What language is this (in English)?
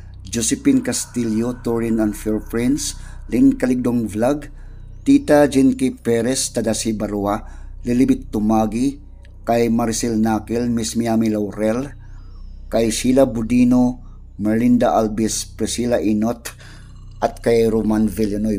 Filipino